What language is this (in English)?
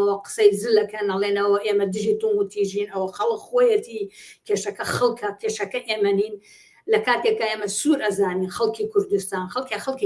Central Kurdish